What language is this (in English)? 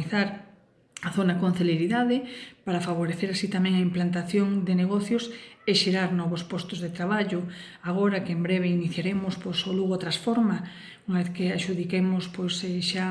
Galician